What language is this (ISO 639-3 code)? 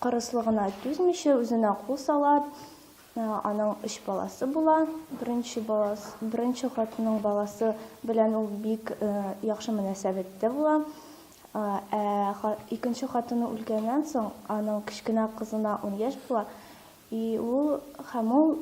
tat